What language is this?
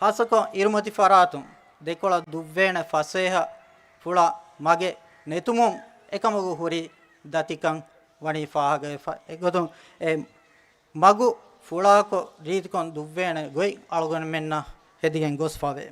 Divehi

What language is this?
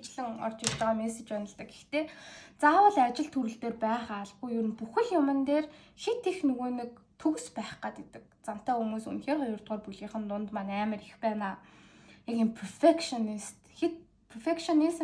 Mongolian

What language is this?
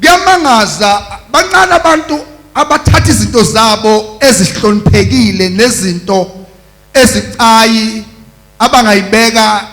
Zulu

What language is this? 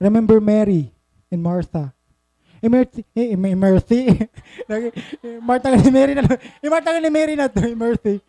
Waray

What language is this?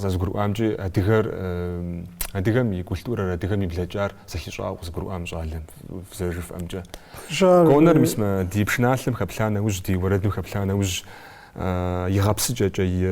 Kabardian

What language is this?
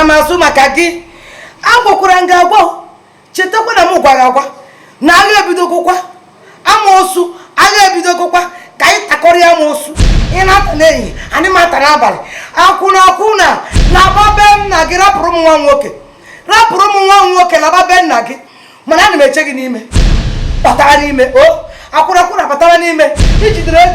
Igbo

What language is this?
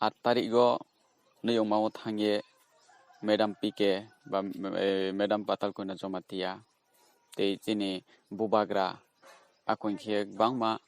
Riang (India)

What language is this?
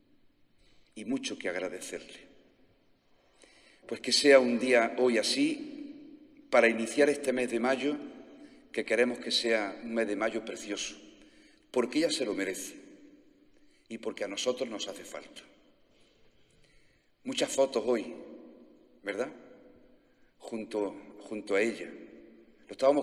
Spanish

